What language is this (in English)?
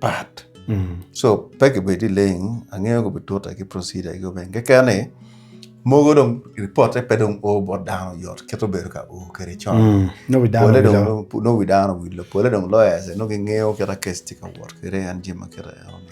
Acoli